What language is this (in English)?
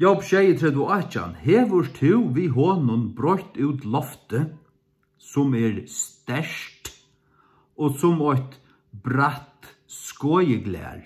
Faroese